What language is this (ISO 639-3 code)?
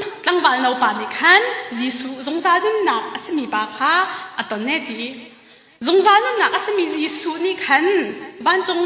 cnh